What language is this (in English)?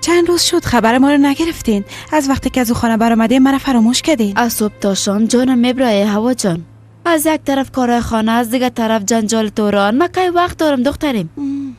Persian